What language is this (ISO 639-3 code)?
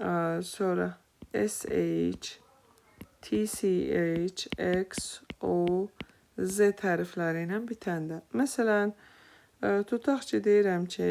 aze